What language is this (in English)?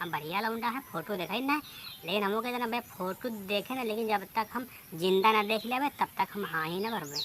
Awadhi